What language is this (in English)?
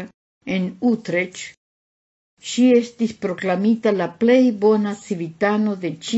Esperanto